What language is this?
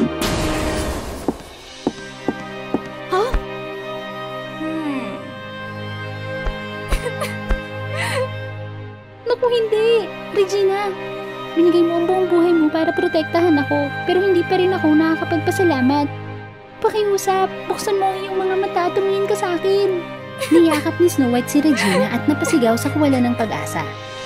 Filipino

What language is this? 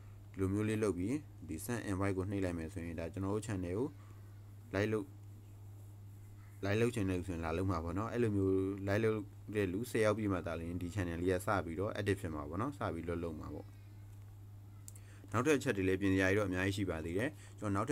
Burmese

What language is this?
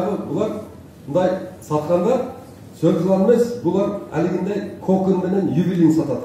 Kyrgyz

